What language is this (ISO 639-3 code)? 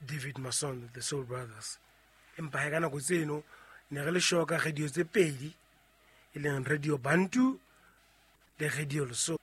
sot